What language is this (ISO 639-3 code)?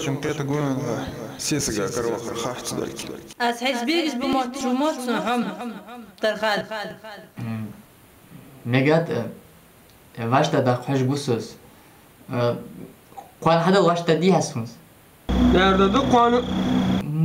inh